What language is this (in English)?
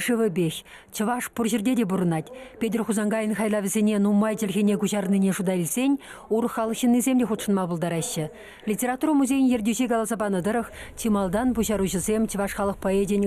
Chuvash